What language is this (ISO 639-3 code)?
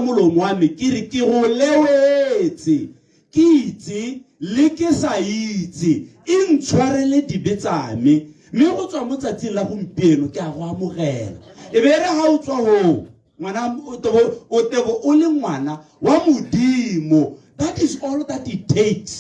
tsn